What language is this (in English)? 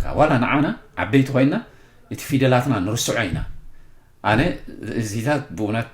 Tigrinya